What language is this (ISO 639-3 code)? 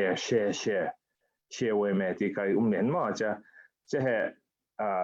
cfm